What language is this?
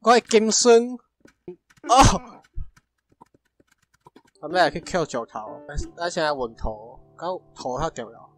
Min Nan Chinese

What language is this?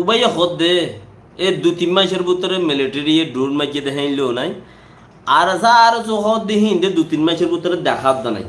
Rohingya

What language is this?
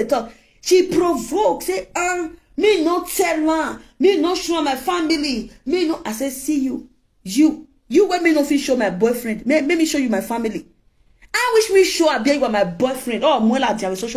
Nigerian Pidgin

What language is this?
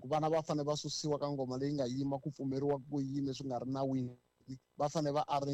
Tsonga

